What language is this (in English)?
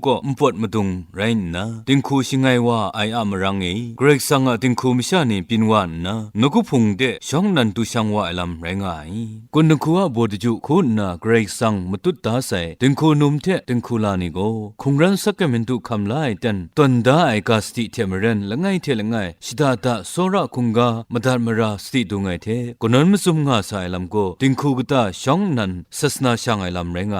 Kachin